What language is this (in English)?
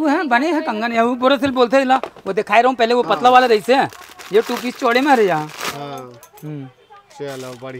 Chhattisgarhi